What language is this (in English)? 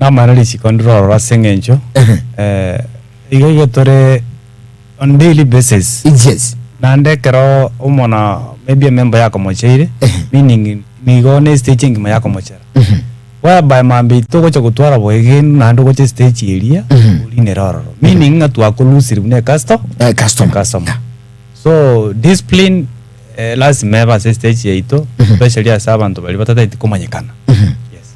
Gusii